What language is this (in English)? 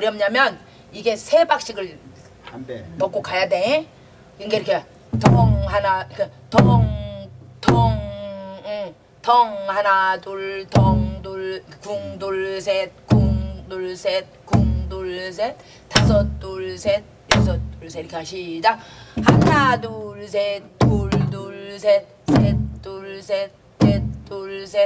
Korean